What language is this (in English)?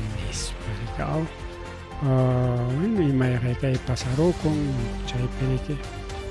Ayacucho Quechua